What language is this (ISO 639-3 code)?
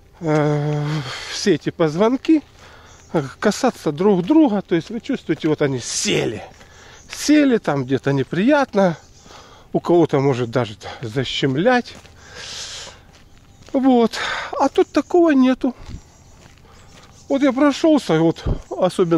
rus